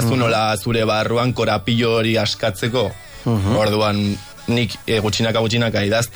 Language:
Basque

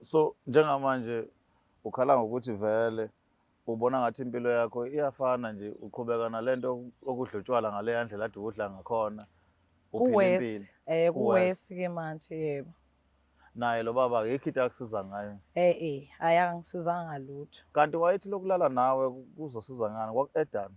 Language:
Zulu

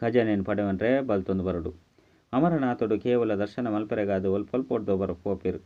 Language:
Tulu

